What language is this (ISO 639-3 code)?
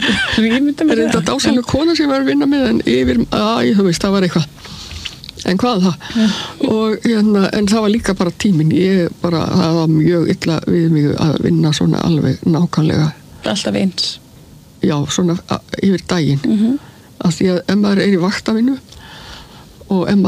isl